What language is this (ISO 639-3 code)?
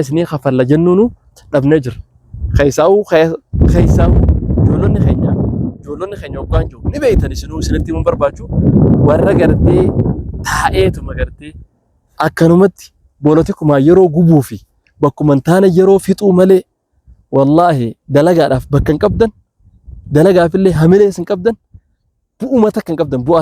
orm